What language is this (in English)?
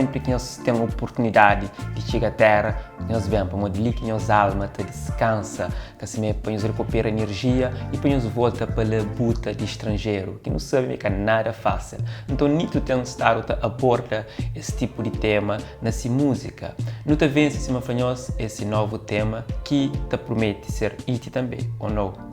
Kabuverdianu